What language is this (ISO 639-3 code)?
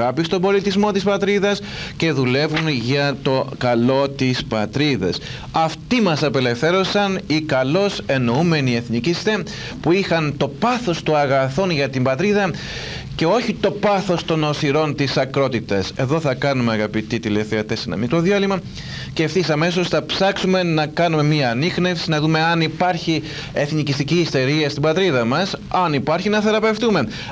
ell